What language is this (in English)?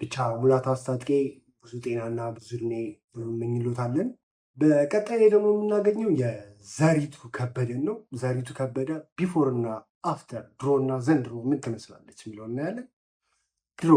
Amharic